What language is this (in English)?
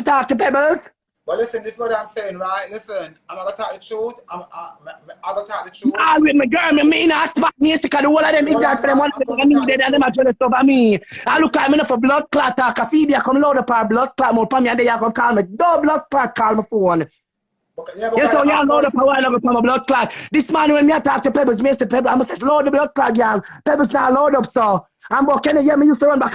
Jamaican Creole English